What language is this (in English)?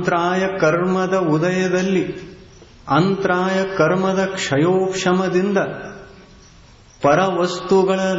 Kannada